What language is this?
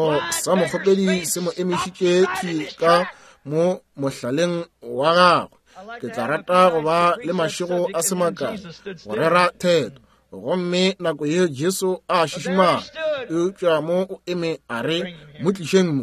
Northern Sotho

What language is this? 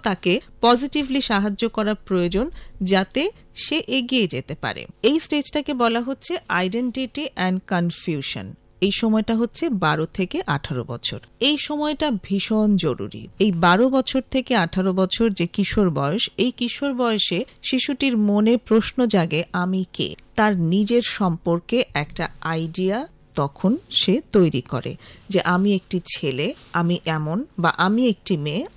Bangla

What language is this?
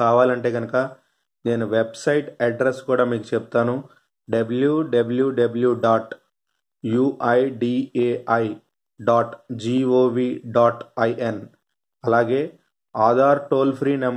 Telugu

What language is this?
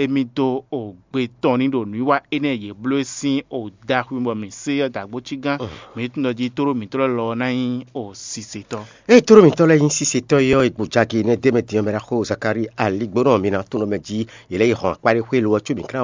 Fon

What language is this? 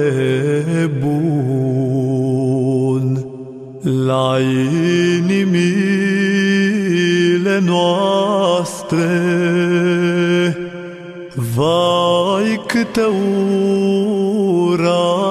Romanian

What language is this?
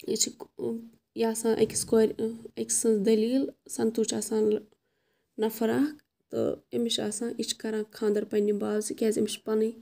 Kashmiri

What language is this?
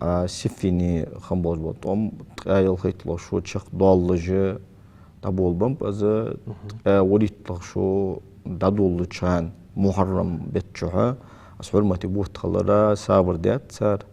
Ingush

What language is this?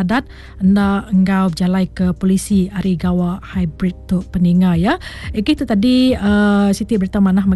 Iban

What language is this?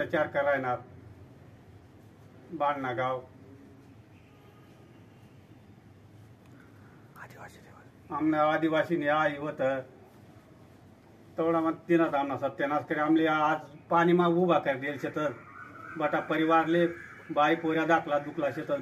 Marathi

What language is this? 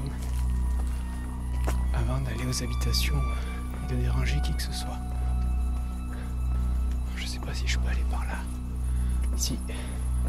French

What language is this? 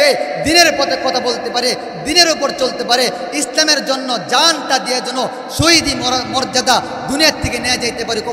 Bangla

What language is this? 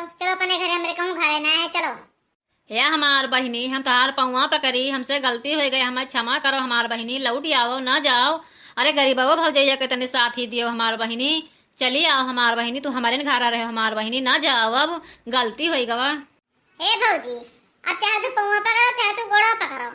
Awadhi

